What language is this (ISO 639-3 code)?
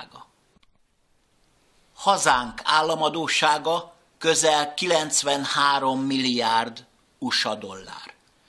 hun